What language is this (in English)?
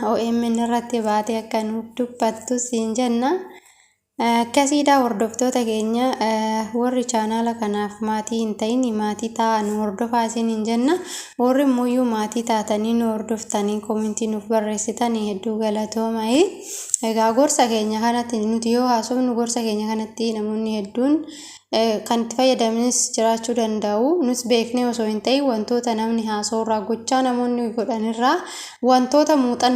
Oromo